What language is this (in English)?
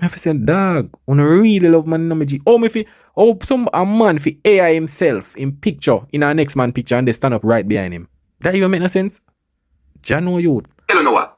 Jamaican Creole English